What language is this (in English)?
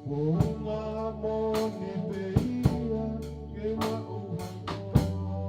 Tongan